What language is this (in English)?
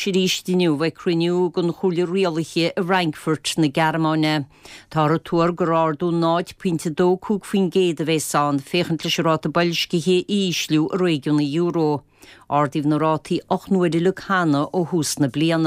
Irish